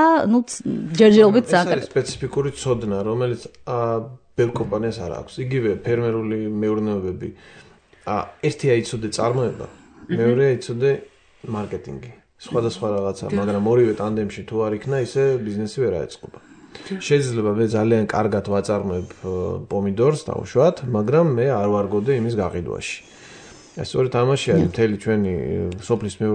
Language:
Georgian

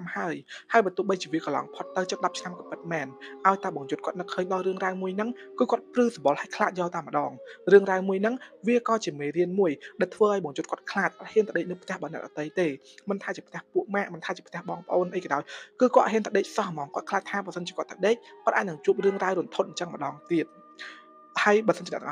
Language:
Khmer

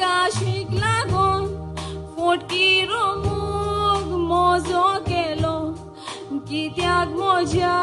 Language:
Konkani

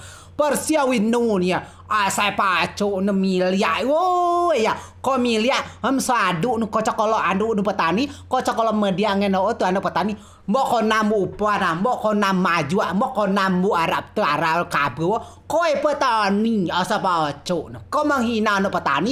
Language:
Rejang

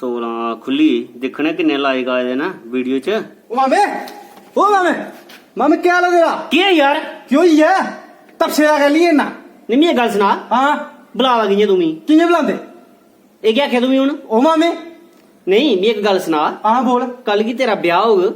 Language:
Dogri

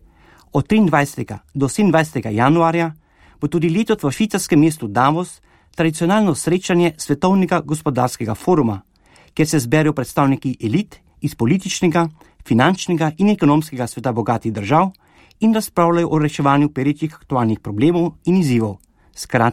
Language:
Slovenian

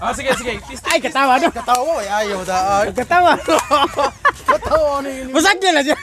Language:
Cebuano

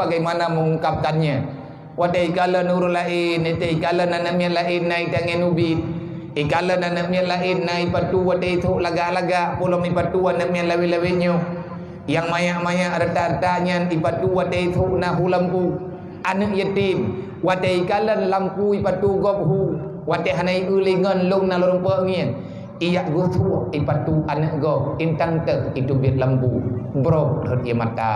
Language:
Achinese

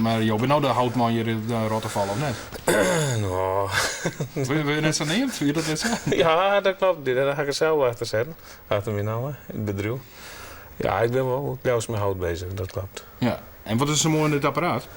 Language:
Western Frisian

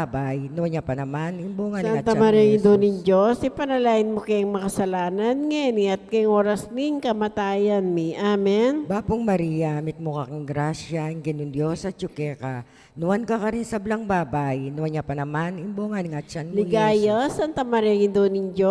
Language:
Pampanga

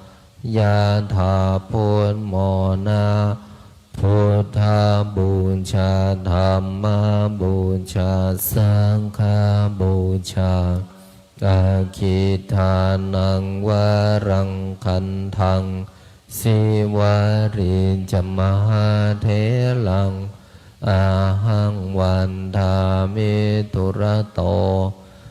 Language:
Pali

